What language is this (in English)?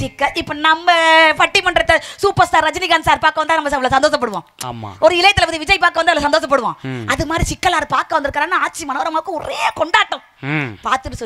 Tamil